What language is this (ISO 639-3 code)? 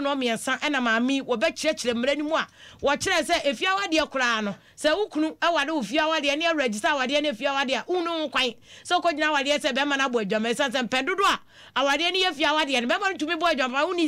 aka